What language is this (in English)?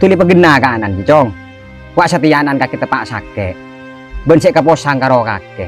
Madurese